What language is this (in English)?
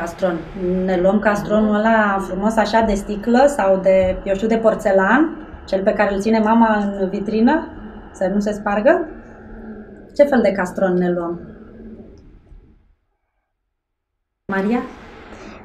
Romanian